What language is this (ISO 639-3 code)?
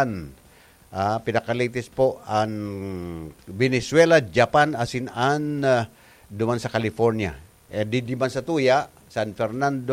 bik